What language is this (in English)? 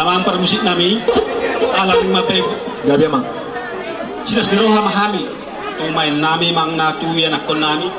Batak Toba